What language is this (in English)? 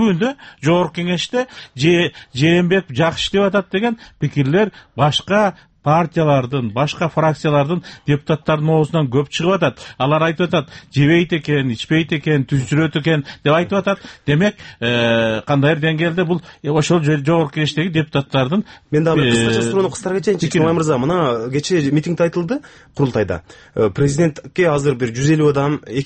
Kyrgyz